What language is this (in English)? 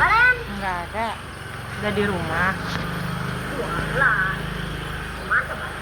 Betawi